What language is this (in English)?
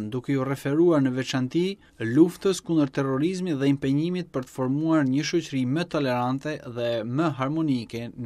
Albanian